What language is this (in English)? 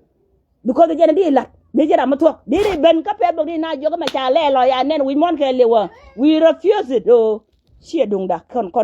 Nuer